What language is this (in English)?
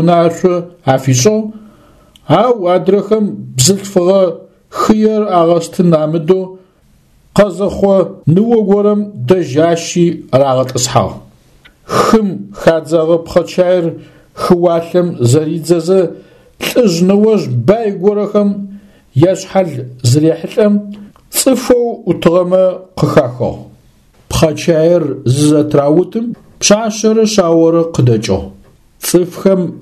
Adyghe